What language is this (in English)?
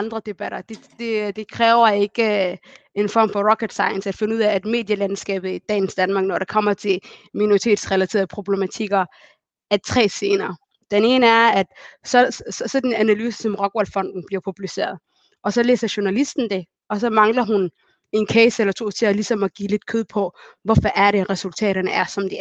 Danish